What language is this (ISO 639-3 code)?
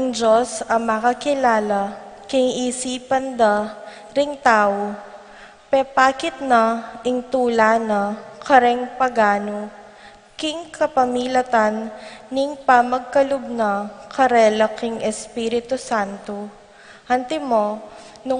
pam